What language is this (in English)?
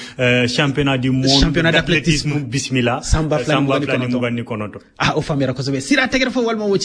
Bambara